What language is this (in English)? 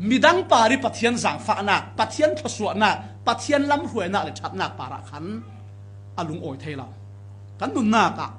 Falam Chin